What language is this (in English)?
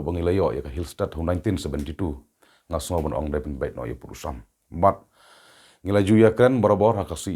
Khasi